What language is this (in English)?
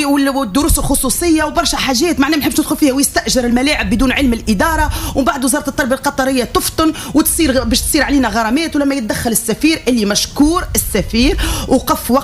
Tunisian Arabic